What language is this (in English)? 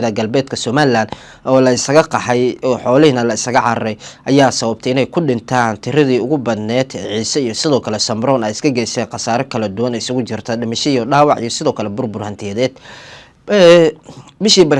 Somali